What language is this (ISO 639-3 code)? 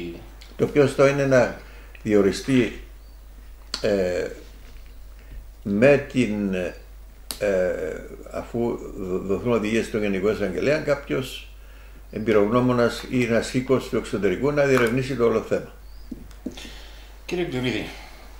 ell